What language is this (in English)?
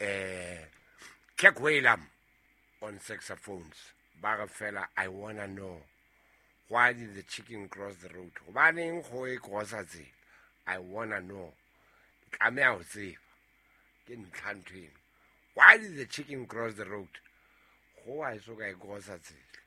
Southern Sotho